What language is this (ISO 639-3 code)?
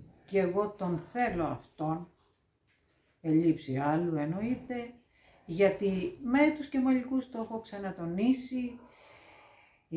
ell